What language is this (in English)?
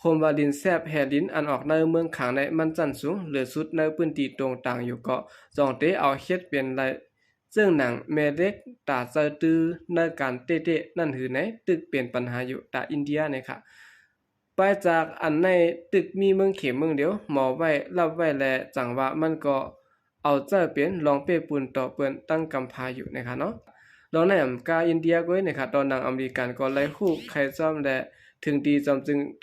Shan